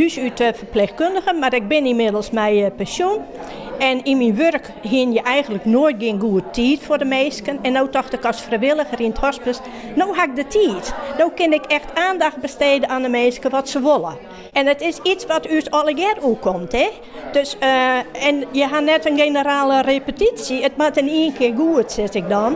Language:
Western Frisian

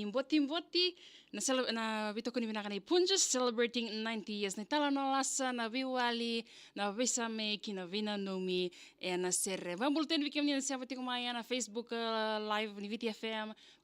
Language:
Fijian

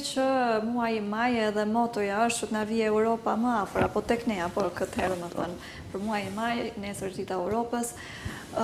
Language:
Albanian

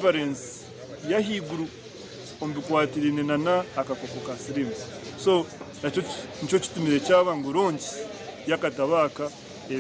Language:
Nyankole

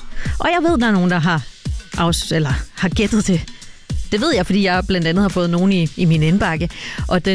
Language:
Danish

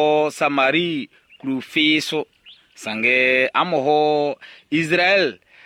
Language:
Baoulé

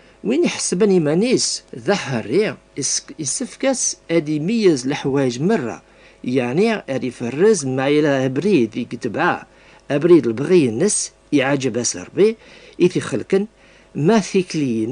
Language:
Kabyle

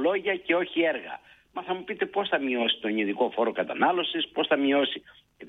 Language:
Greek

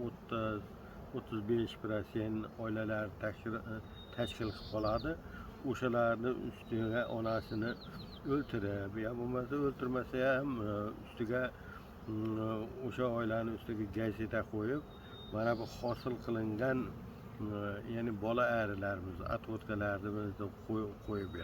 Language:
Uzbek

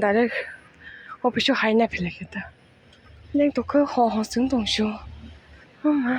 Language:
Kok Borok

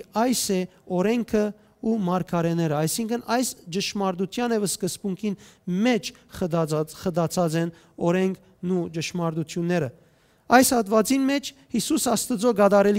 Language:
Western Armenian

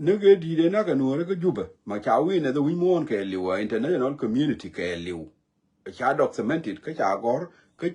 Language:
Nuer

